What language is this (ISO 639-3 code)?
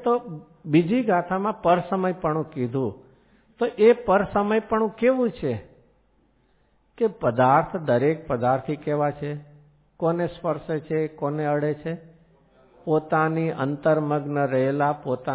guj